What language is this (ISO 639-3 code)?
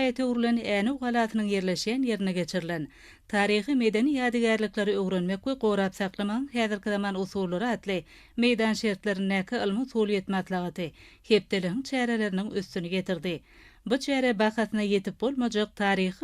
tuk